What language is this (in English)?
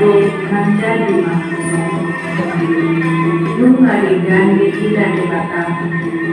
Batak Toba